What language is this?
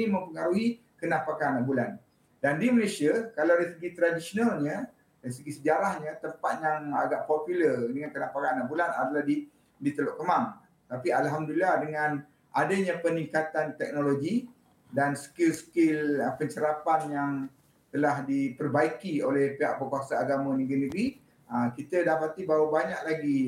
Malay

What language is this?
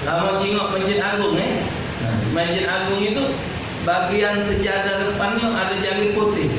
Musi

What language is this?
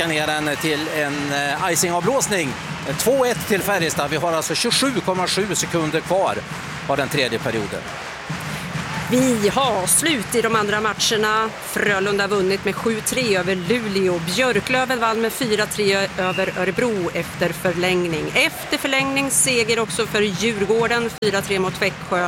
Swedish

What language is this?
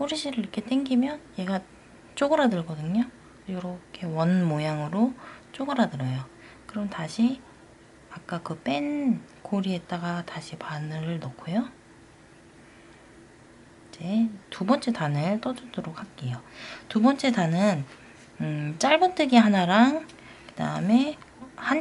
Korean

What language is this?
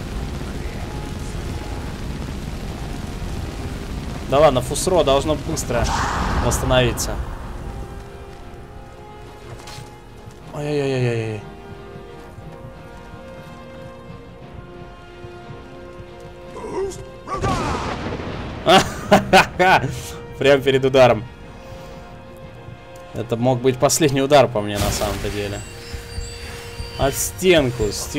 Russian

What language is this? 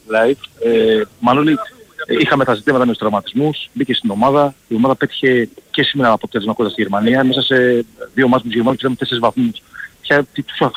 Greek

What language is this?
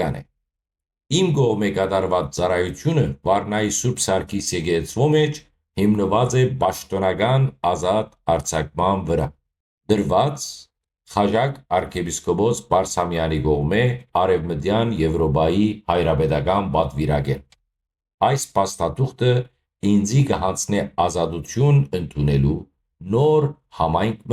Western Armenian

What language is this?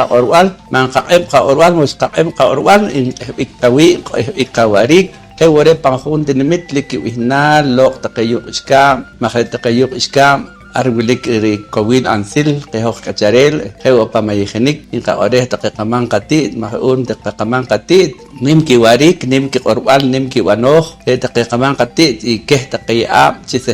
Poqomchi'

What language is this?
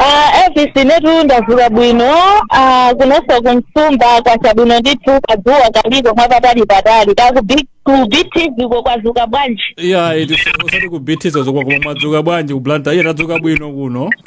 Nyanja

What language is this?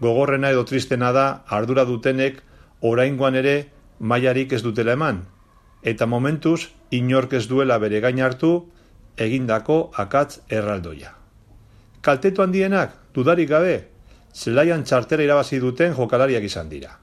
Basque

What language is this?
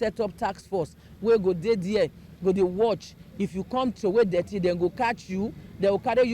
Nigerian Pidgin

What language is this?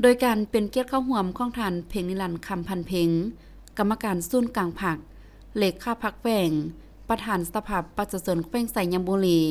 Lao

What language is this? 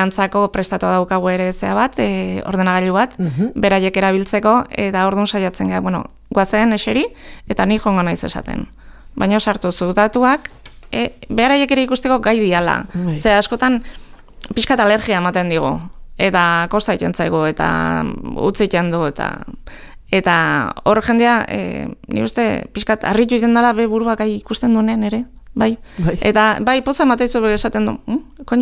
Basque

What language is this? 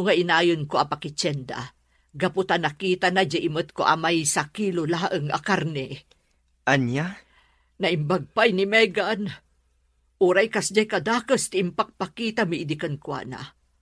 Iloko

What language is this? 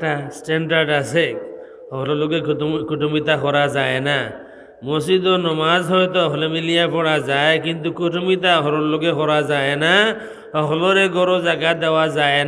Sylheti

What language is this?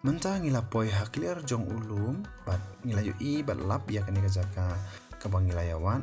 Khasi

